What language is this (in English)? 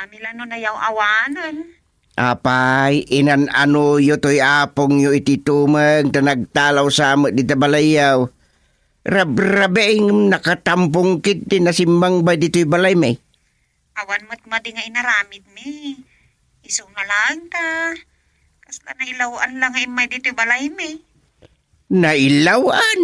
Iloko